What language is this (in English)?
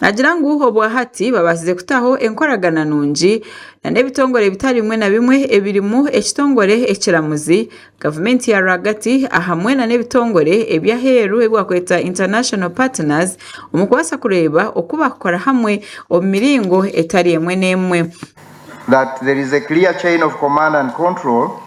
Nyankole